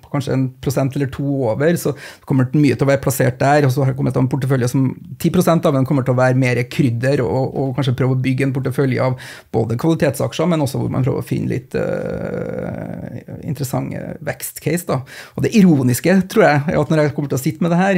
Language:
Norwegian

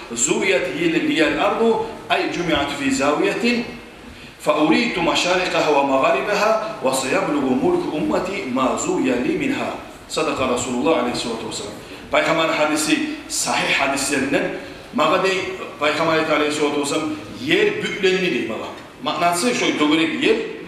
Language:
Kumyk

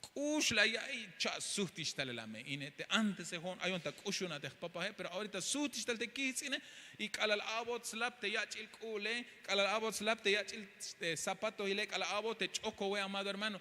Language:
Tzeltal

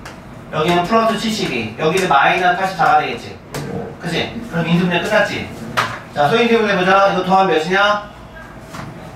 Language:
Korean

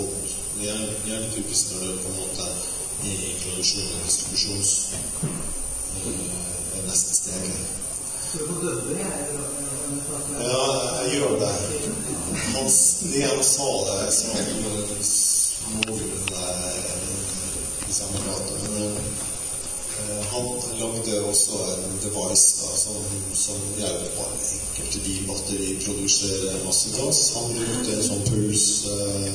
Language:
Norwegian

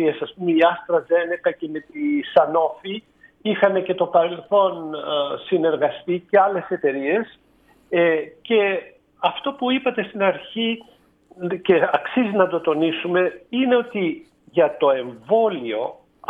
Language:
Greek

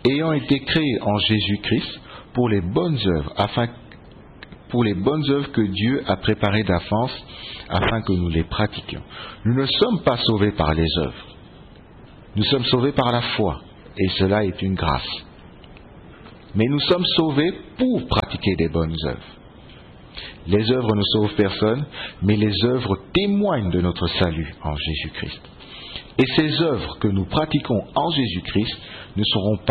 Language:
French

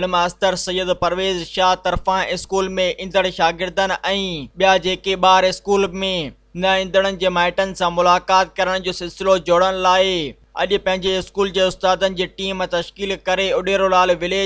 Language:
Sindhi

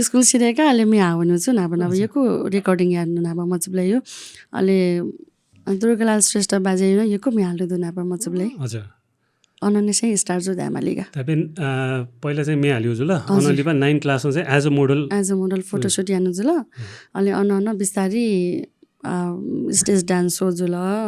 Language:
Newari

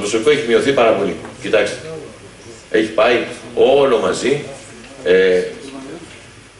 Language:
Greek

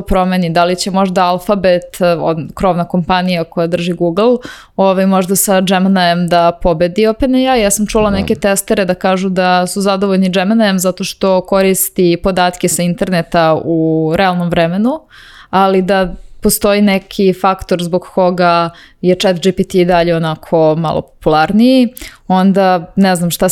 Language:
Serbian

